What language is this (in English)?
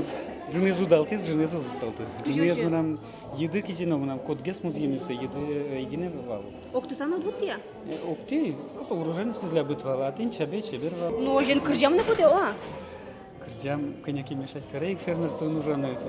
Udmurt